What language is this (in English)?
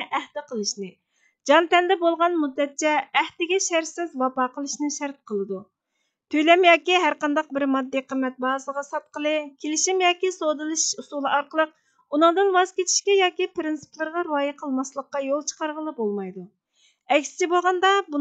Uyghur